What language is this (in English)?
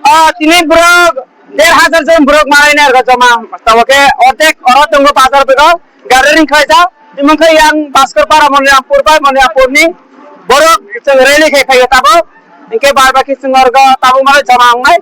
Kok Borok